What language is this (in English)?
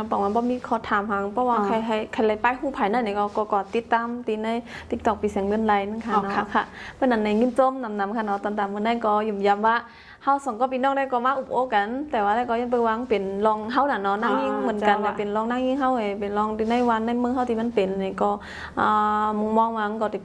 Shan